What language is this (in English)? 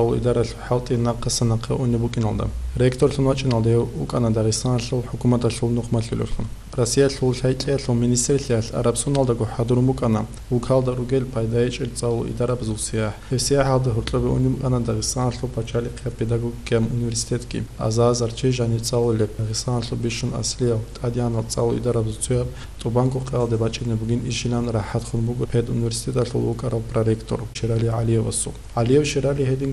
Avaric